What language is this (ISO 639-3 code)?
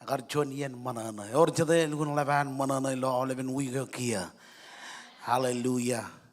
mah